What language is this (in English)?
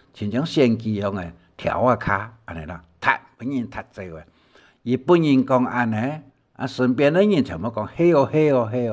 Hakka Chinese